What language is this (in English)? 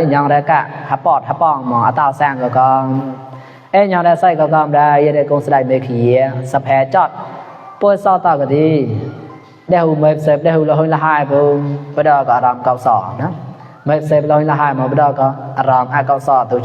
Mon